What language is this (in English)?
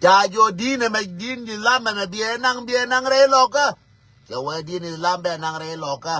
Nuer